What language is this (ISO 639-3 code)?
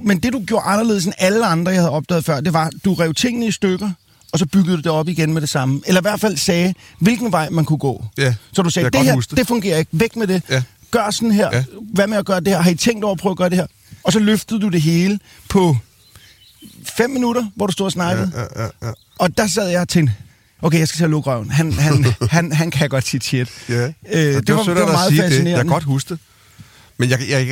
dan